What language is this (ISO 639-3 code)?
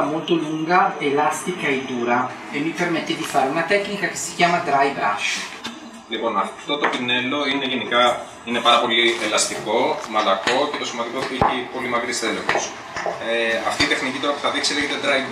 ell